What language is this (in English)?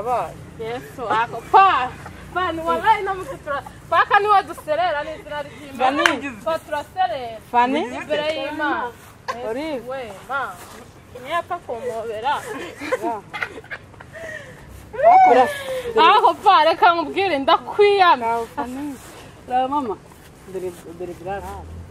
Kinyarwanda